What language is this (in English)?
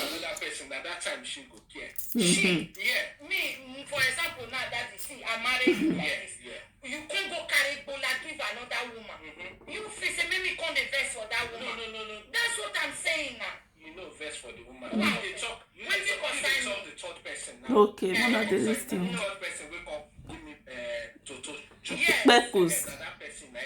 Nigerian Pidgin